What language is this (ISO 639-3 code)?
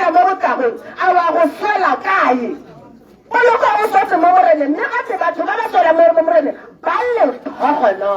tsn